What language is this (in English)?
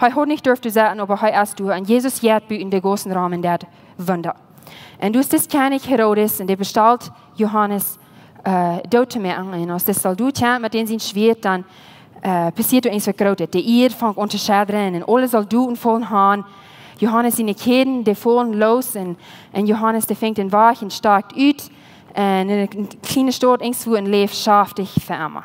Plautdietsch